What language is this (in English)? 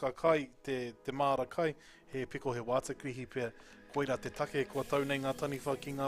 Māori